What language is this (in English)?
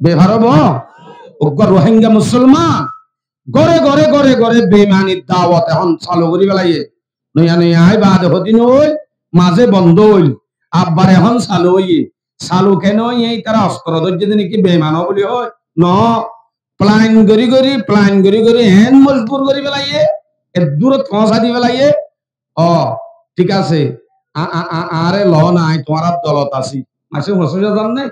Rohingya